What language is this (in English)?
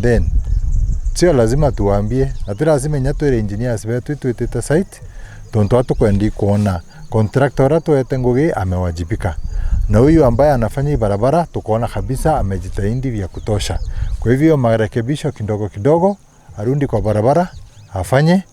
Meru